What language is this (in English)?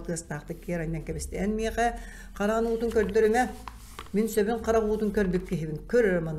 Yakut